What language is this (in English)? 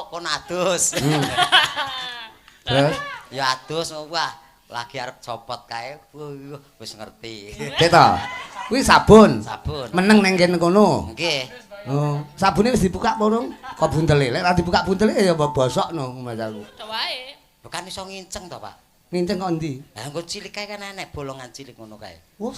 Javanese